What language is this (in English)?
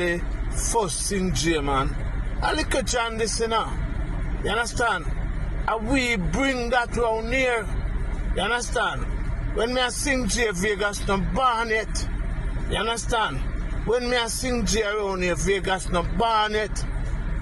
Jamaican Creole English